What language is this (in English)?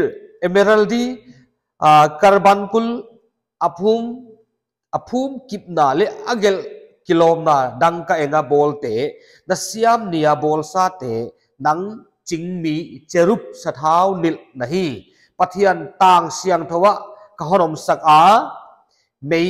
Paite Chin